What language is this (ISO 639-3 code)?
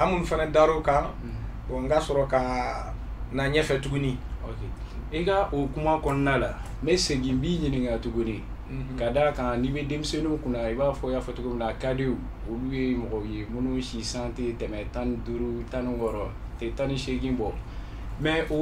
bam